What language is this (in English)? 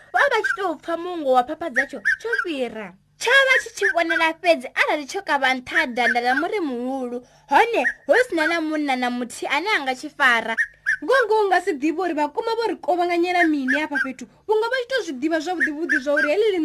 Venda